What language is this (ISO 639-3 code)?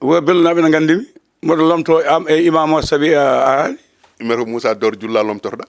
ful